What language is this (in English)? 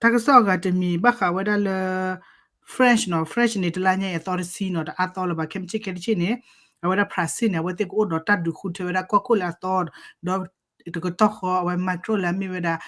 S'gaw Karen